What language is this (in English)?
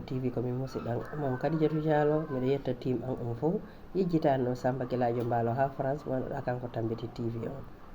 Fula